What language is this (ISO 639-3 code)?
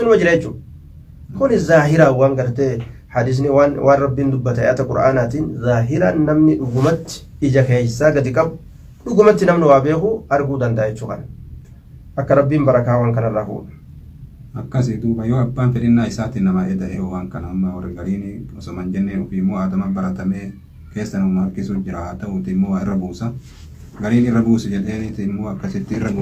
orm